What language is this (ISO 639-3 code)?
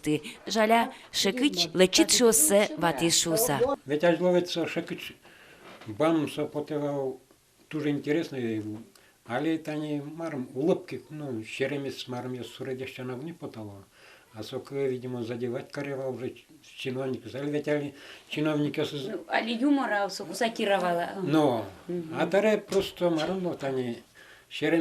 udm